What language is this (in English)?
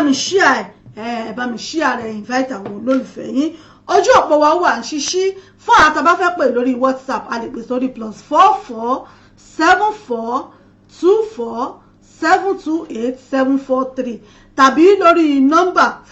Yoruba